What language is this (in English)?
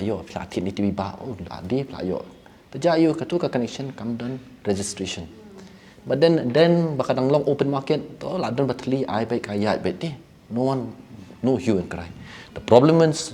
Khasi